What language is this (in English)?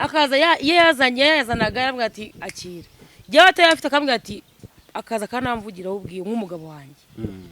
Kinyarwanda